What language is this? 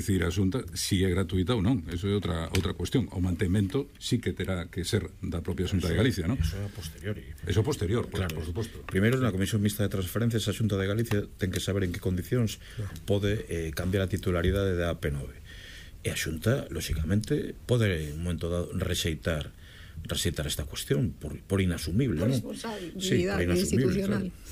Galician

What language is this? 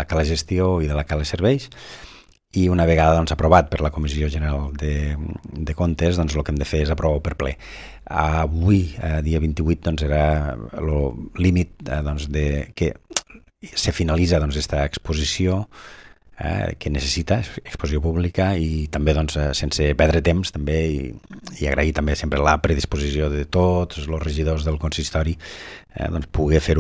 Catalan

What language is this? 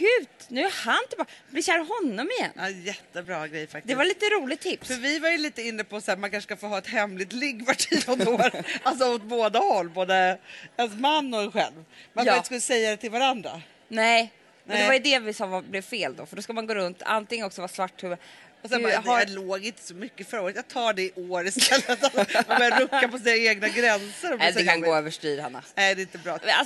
Swedish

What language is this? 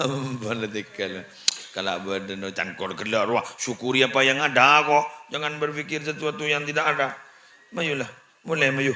Madurese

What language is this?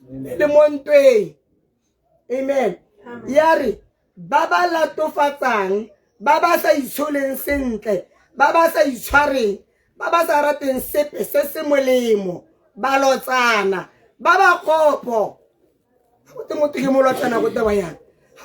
Tswana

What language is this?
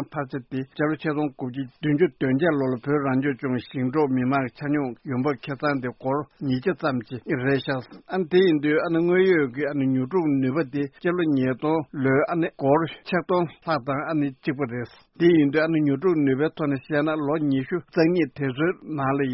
Tibetan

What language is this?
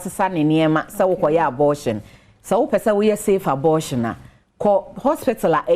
Akan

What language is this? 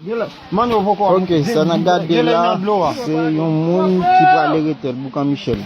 Haitian Creole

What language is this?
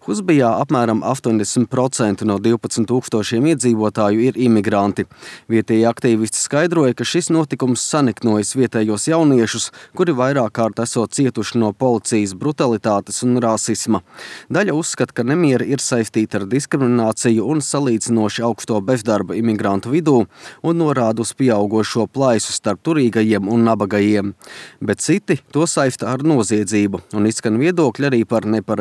Latvian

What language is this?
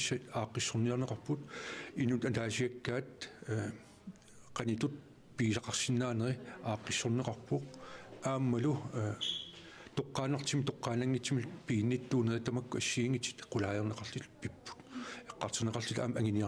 Kalaallisut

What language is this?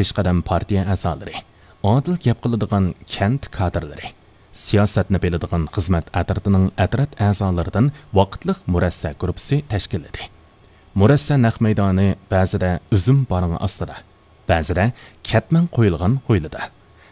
Uyghur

